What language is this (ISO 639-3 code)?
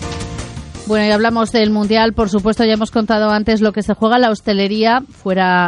spa